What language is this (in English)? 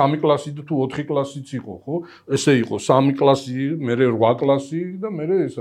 Georgian